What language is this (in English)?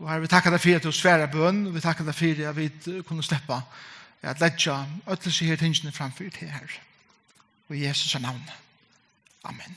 Faroese